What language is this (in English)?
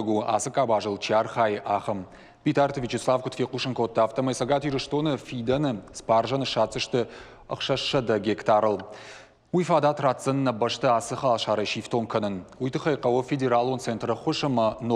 Ossetic